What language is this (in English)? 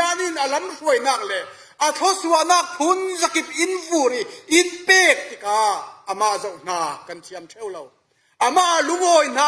Falam Chin